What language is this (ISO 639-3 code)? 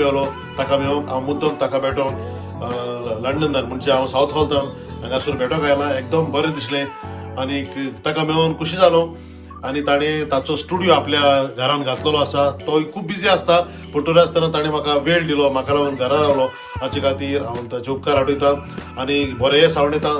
kok